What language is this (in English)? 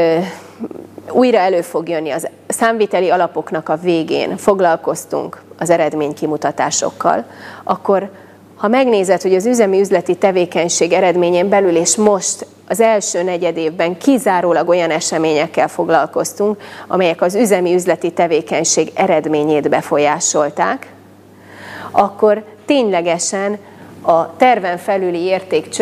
Hungarian